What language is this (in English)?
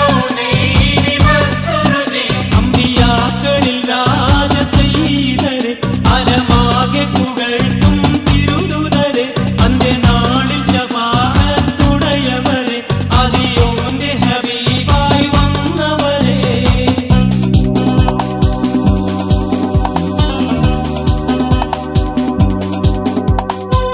Malayalam